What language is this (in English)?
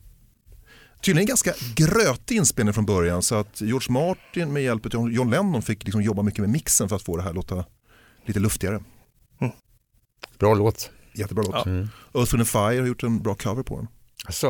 Swedish